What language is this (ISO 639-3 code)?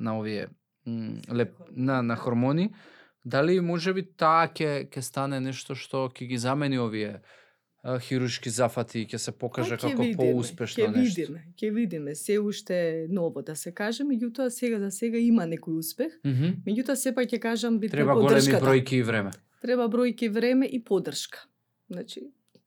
mkd